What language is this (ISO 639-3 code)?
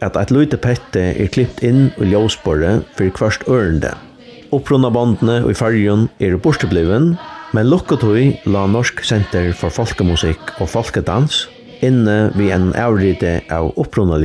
fao